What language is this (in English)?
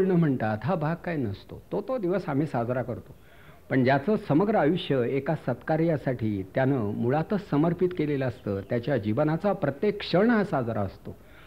Marathi